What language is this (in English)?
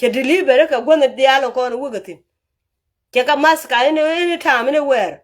Nuer